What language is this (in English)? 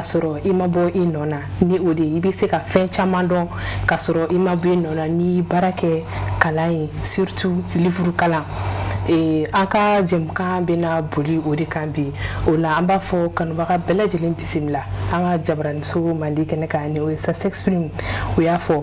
Bambara